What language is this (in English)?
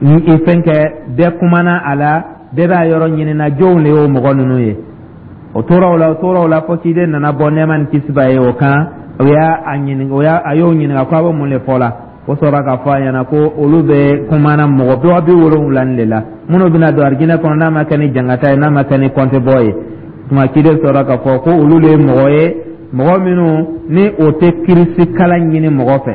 Dyula